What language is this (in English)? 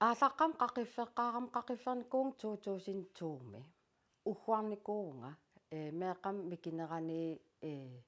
Kalaallisut